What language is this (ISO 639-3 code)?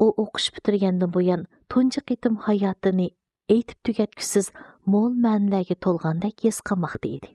uig